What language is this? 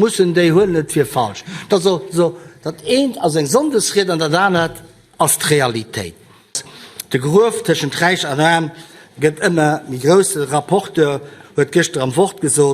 Luxembourgish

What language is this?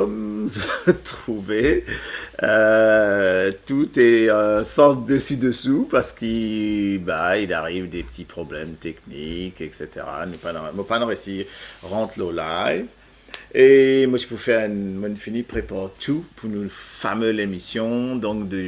Morisyen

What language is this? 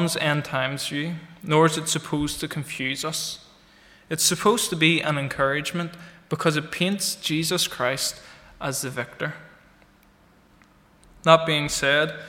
English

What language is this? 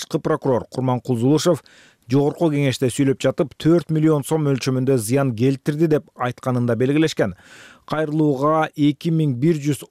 Kyrgyz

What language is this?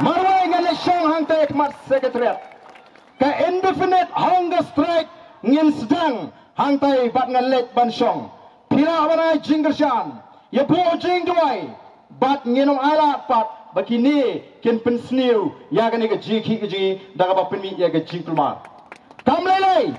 Khasi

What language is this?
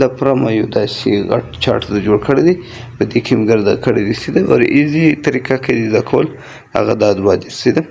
Pashto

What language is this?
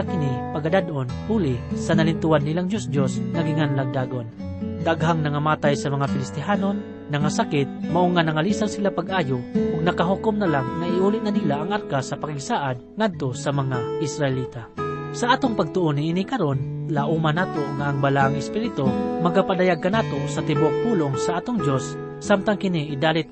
Cebuano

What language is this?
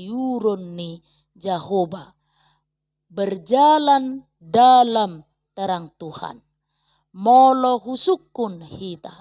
Batak Toba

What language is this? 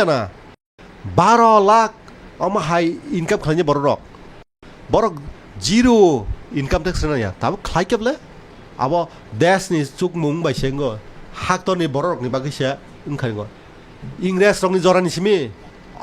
Kok Borok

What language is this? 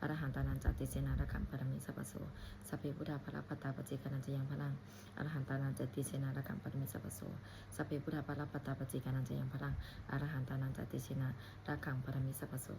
Pali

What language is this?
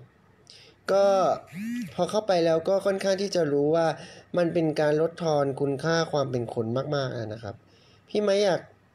Thai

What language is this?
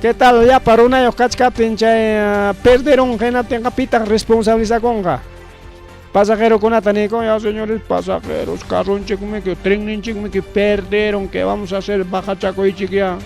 Ayacucho Quechua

